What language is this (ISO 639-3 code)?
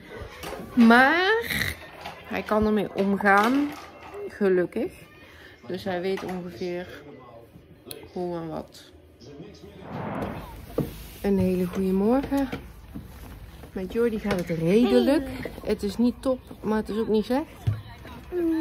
nld